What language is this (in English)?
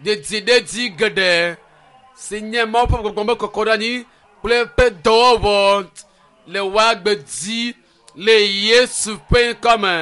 Ewe